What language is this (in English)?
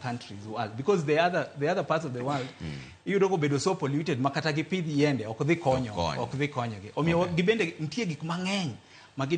Luo (Kenya and Tanzania)